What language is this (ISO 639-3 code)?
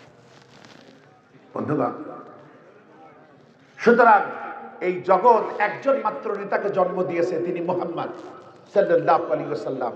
ben